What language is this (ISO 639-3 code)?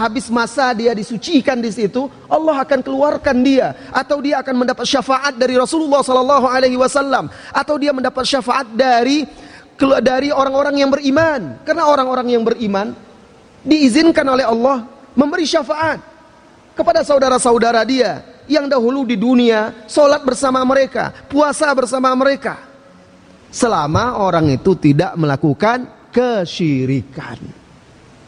ind